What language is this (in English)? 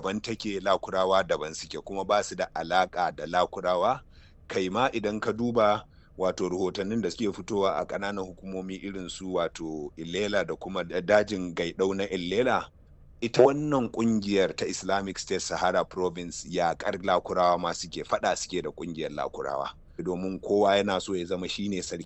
Hausa